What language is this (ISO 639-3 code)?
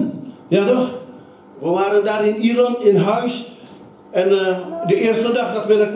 nld